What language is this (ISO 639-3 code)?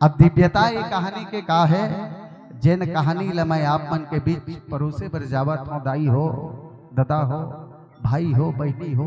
hne